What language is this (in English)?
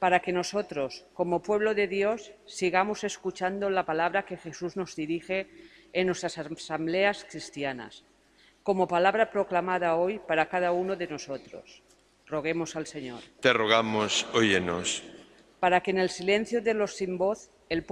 Spanish